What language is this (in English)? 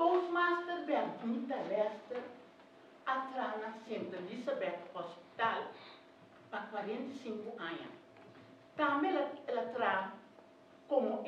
Papiamento